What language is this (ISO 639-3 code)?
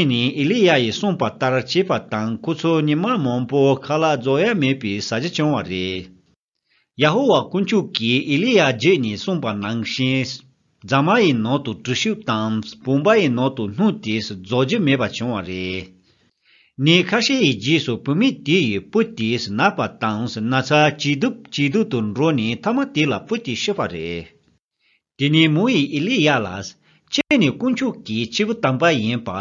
bod